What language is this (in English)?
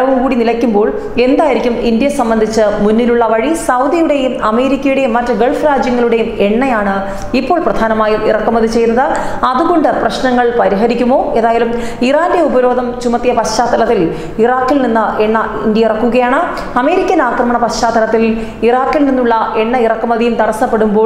Malayalam